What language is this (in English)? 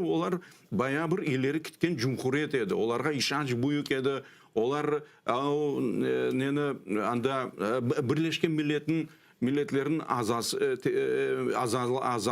Crimean Tatar